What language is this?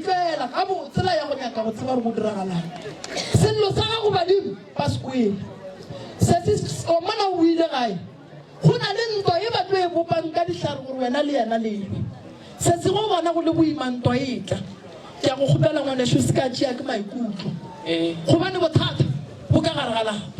Northern Sotho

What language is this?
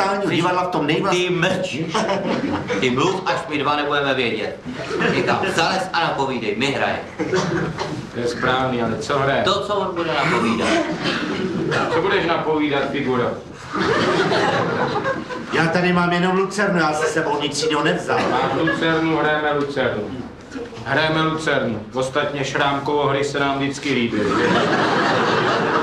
Czech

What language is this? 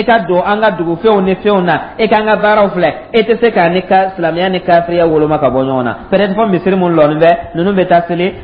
Dyula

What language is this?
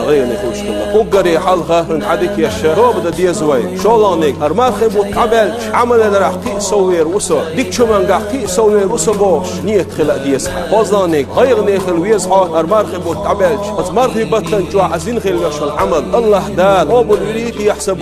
Chechen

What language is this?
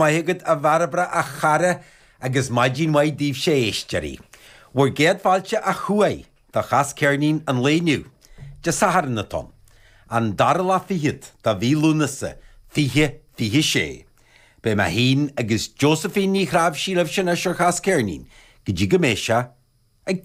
Irish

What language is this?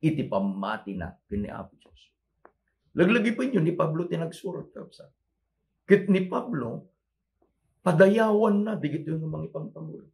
Iloko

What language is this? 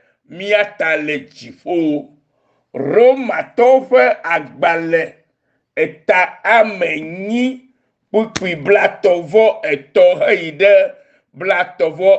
Ewe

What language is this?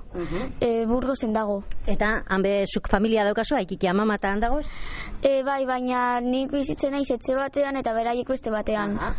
Basque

